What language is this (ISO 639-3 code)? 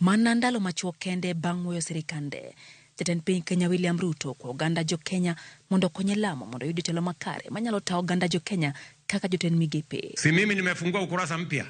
luo